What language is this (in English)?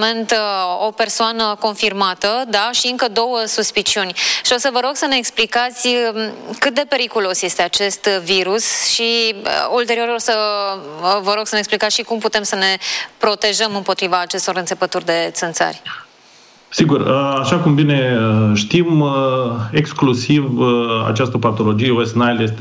Romanian